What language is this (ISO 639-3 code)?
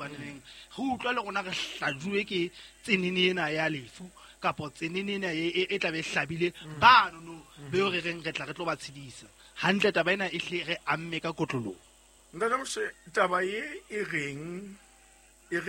sot